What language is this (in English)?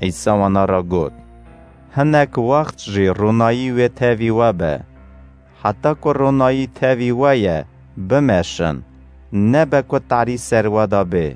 Kurdish